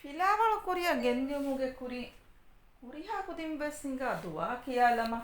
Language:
Divehi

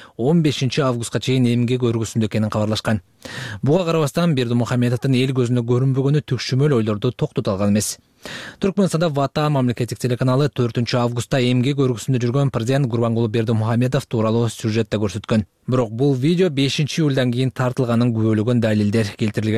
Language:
Kyrgyz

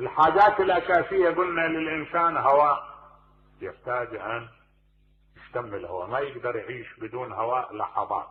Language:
Mesopotamian Arabic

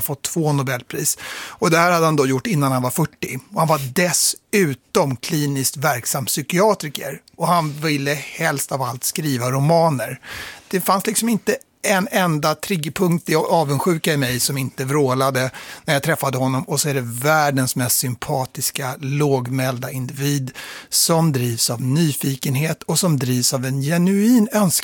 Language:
Swedish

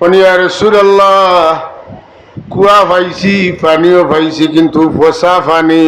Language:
Sylheti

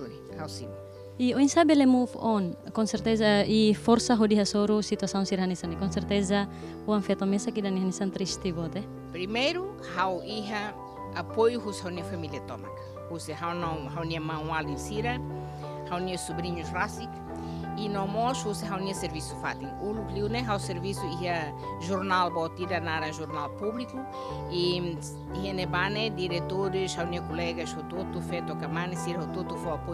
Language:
Tetum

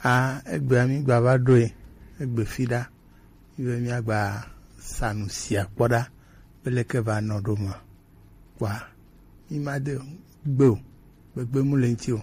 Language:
Gen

